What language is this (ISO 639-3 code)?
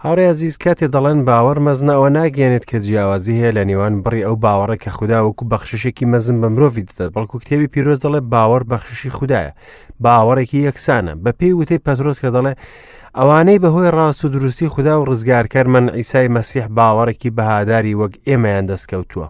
ckb